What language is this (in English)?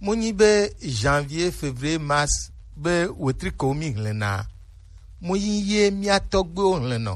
Gen